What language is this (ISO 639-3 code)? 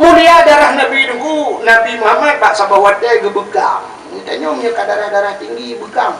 ace